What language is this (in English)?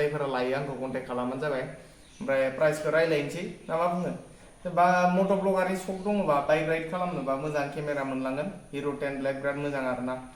Bodo